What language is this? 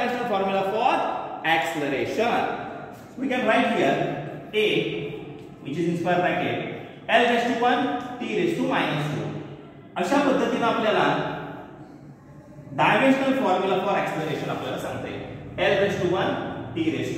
Marathi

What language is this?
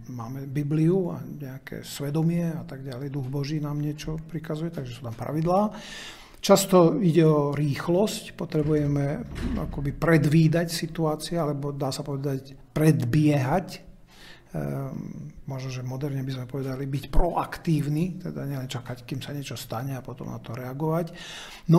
Slovak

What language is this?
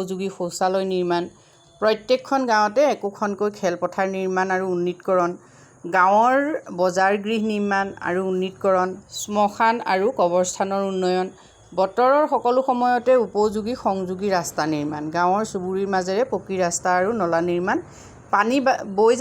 Assamese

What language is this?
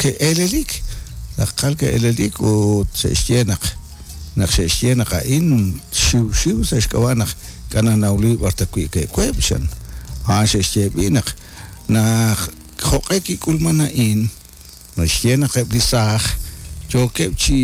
Kekchí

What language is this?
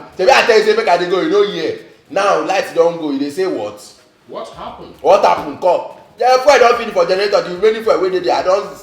Nigerian Pidgin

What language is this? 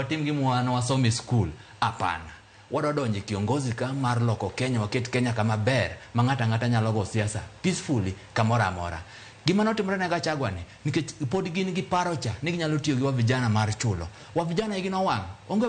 Luo (Kenya and Tanzania)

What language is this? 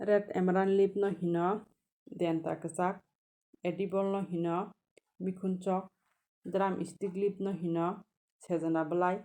Kok Borok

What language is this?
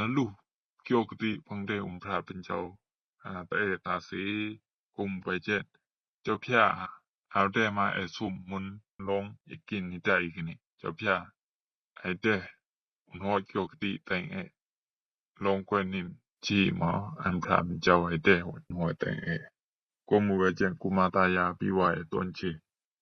Rumai Palaung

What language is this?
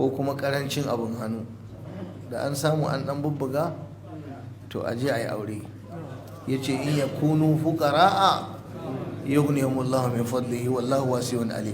Hausa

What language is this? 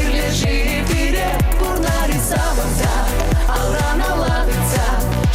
Chuvash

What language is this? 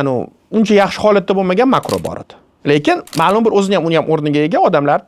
Uzbek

